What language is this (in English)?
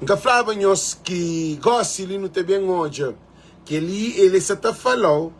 Kabuverdianu